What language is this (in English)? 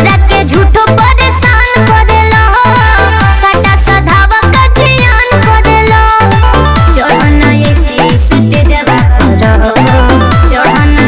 Bhojpuri